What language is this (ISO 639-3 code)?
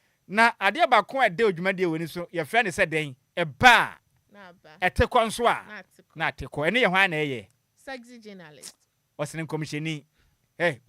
aka